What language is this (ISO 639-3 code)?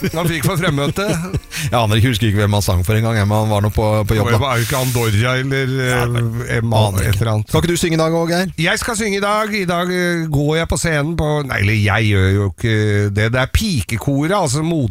nor